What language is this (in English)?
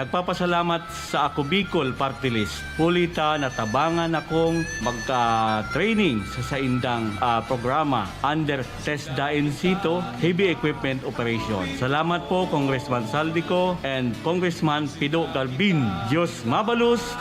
Bikol